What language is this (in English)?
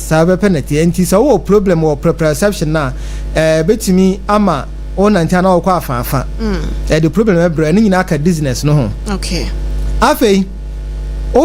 Akan